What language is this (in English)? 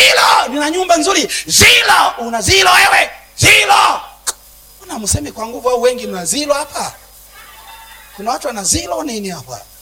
Swahili